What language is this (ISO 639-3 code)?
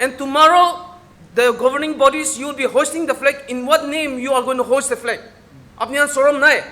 nag